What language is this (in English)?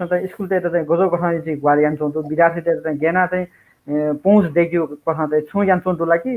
Newari